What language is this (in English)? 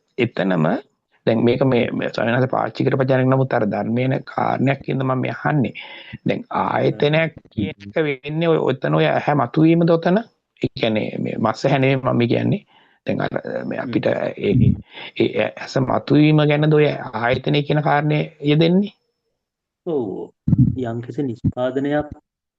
Sinhala